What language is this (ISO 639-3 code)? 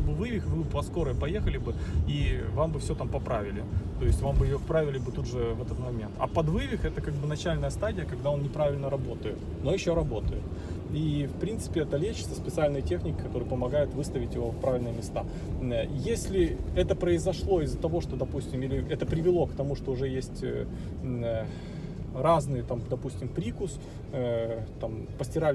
rus